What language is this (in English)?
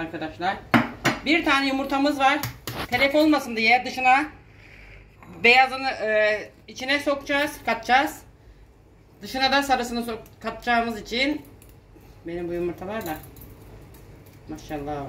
Turkish